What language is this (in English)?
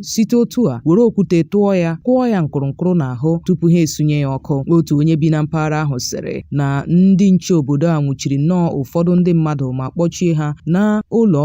Igbo